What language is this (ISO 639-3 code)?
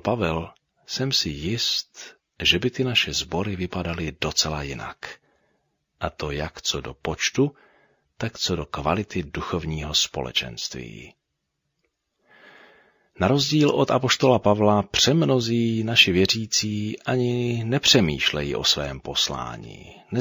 ces